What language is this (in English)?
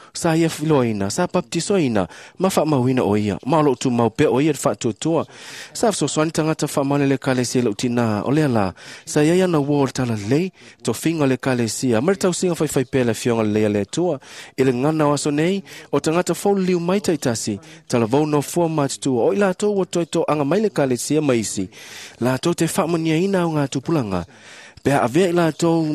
Samoan